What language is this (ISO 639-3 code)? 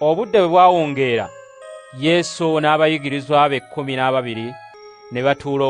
lug